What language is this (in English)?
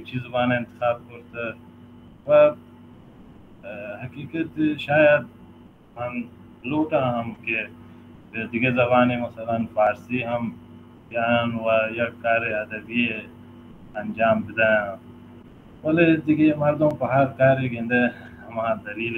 Baluchi